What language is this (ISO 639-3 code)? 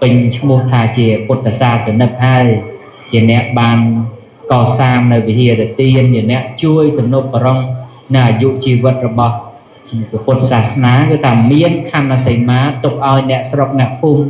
khm